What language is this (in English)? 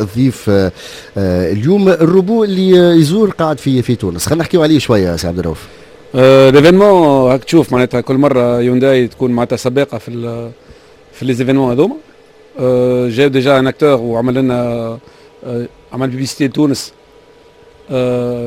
Tunisian Arabic